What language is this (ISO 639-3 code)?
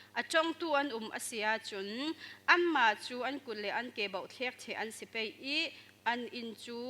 cfm